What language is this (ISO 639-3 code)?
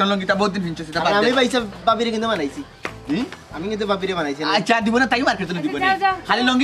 syl